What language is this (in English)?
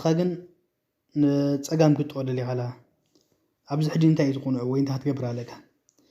Tigrinya